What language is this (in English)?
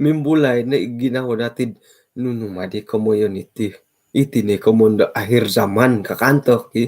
Central Dusun